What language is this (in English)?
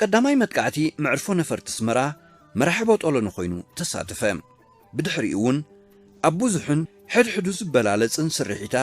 Tigrinya